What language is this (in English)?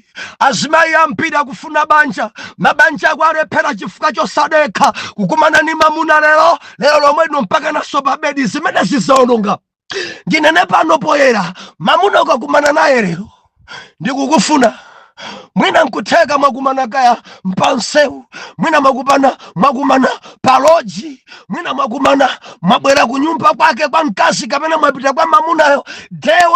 Nyanja